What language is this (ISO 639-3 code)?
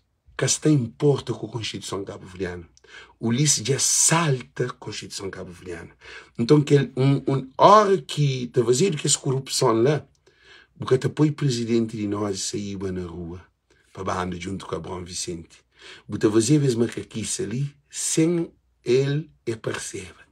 kea